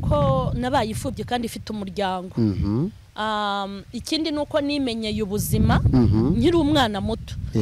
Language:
Kinyarwanda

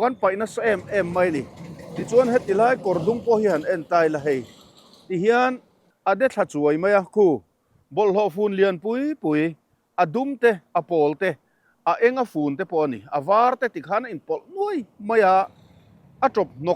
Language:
Mizo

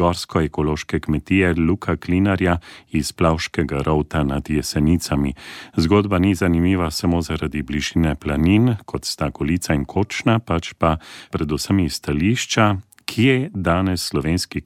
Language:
Slovenian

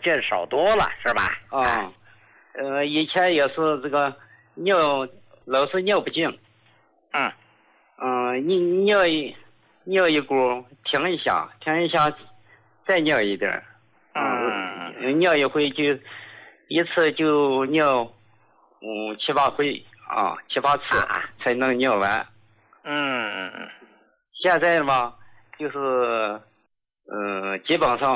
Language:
Chinese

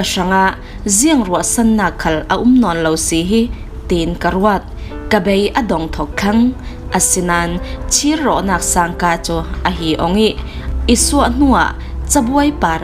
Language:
Falam Chin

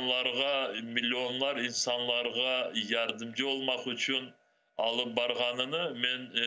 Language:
Crimean Tatar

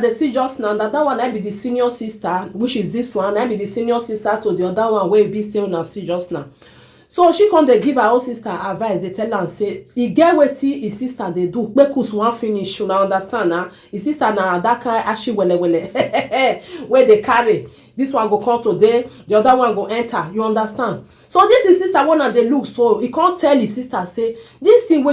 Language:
Nigerian Pidgin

